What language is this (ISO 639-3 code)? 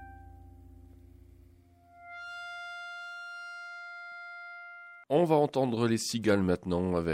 fra